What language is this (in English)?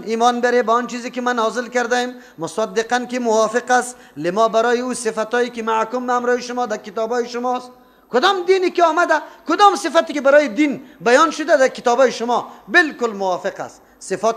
Persian